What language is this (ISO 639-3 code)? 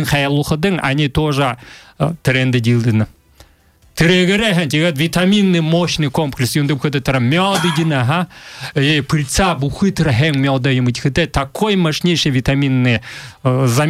bua